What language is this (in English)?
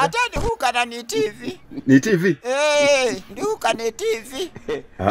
Masaaba